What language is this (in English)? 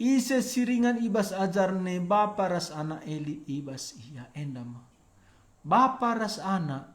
Batak Karo